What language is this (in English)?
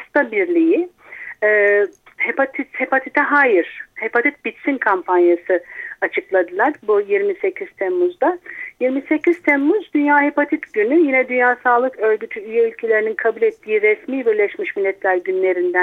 Turkish